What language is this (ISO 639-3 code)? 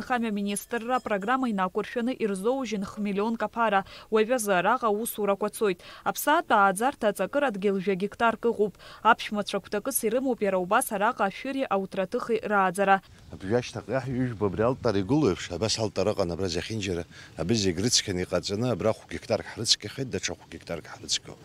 abk